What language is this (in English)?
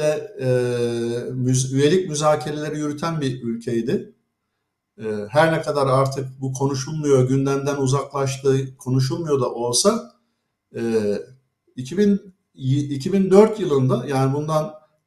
Turkish